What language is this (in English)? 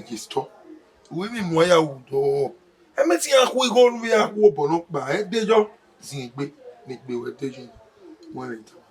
Bini